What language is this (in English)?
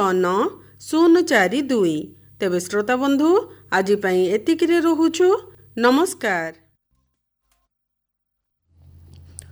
Odia